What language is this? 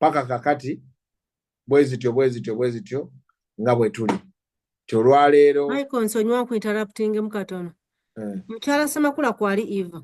Ganda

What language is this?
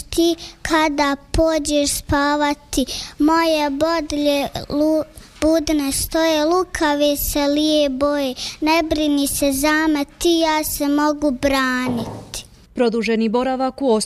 Bosnian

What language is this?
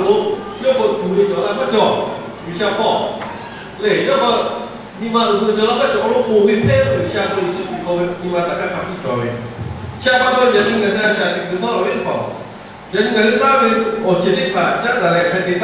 Lahu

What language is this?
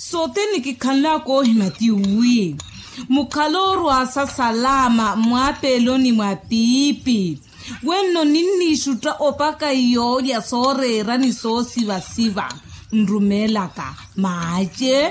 Makhuwa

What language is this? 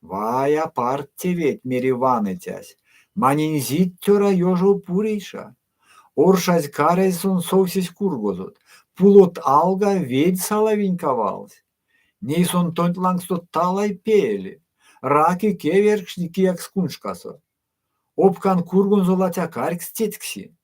Erzya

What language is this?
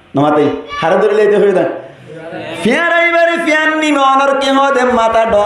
Rohingya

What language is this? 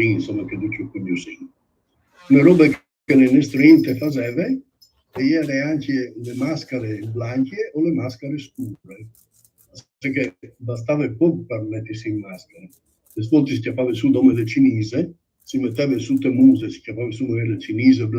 Friulian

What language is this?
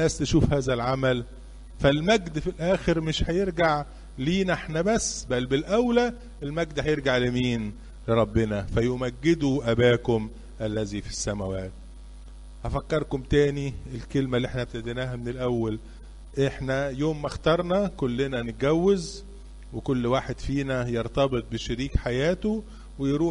Egyptian Arabic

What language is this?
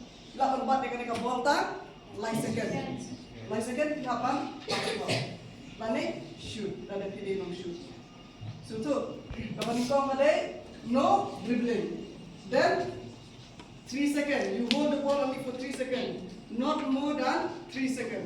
Khasi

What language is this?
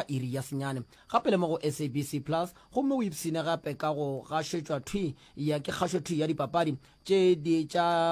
Northern Sotho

